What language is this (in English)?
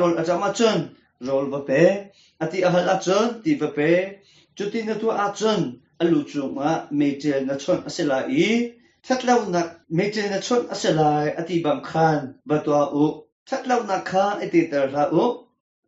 Hakha Chin